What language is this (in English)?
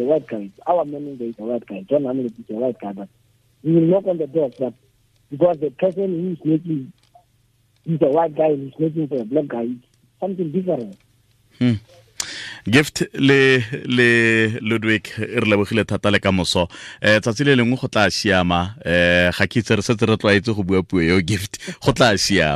Tswana